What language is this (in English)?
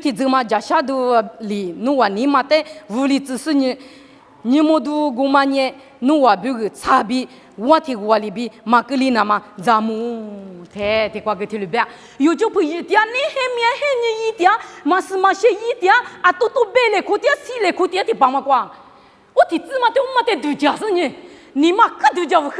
Lisu